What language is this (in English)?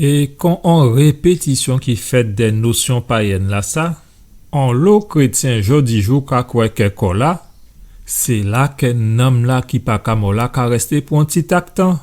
Guadeloupean Creole French